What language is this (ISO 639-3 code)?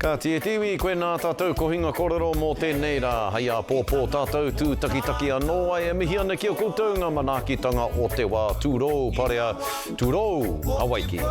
mri